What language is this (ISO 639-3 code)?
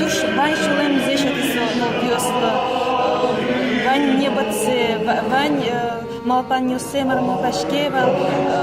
udm